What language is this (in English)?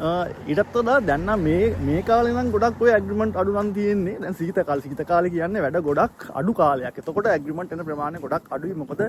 Sinhala